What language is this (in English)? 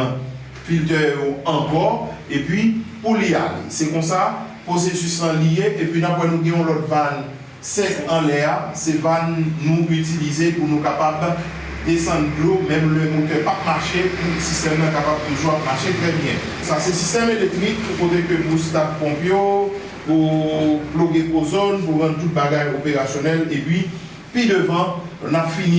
Haitian Creole